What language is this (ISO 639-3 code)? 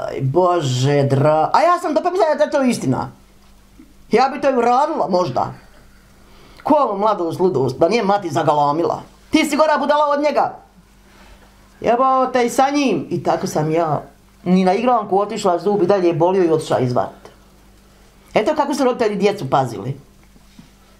bos